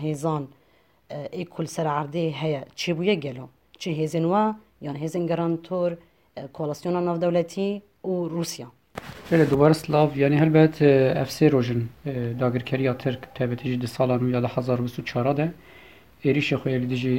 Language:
Kurdish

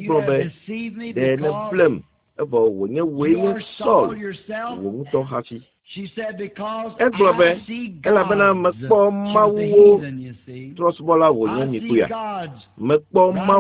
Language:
Ewe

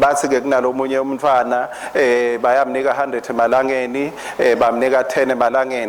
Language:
Swati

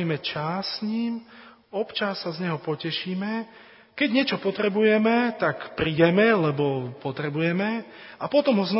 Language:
Slovak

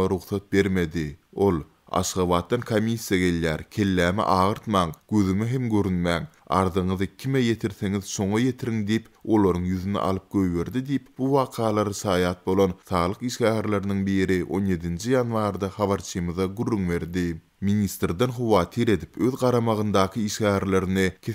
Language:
Turkmen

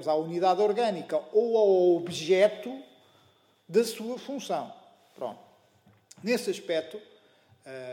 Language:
Portuguese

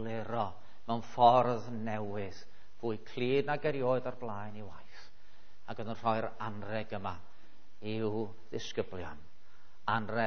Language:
Welsh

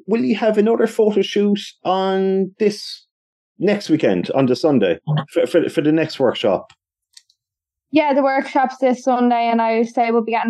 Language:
English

